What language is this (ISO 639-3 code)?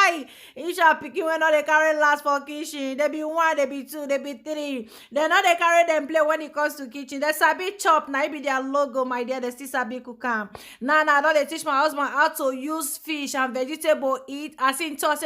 pcm